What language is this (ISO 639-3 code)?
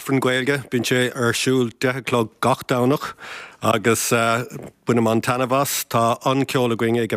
gle